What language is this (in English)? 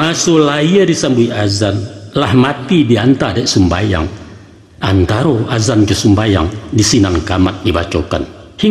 Minangkabau